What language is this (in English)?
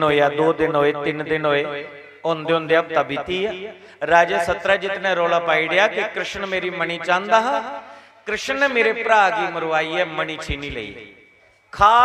Dogri